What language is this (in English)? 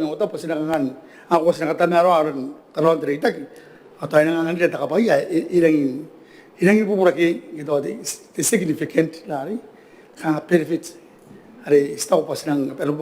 Gilbertese